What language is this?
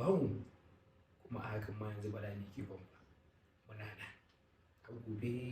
Hausa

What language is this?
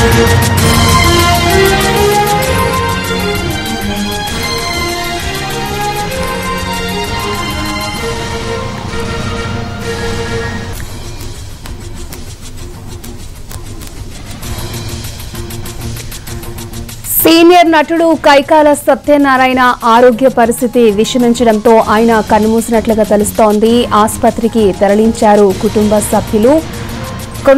Telugu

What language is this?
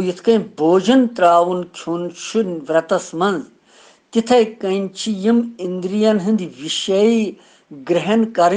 Kashmiri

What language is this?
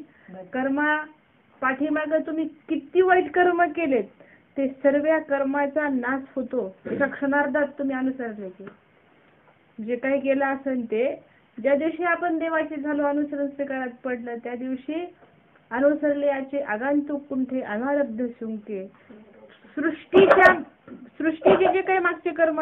Marathi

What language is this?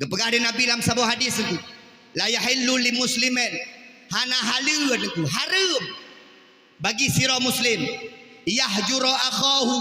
Achinese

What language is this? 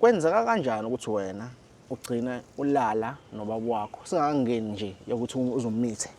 Zulu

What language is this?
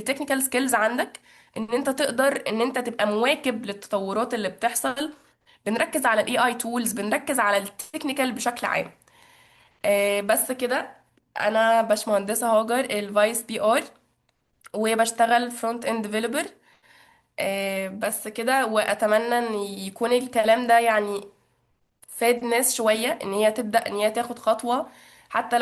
Egyptian Arabic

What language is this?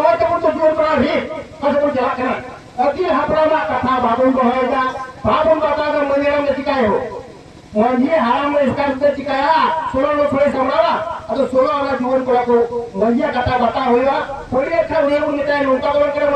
Santali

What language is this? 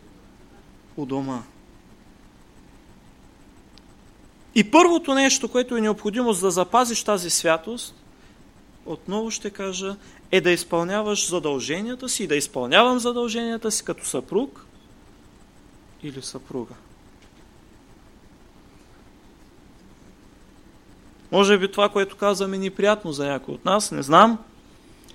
Bulgarian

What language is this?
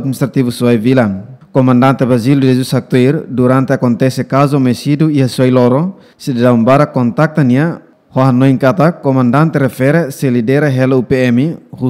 Tetum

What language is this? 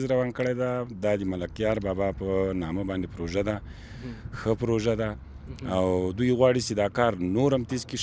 Pashto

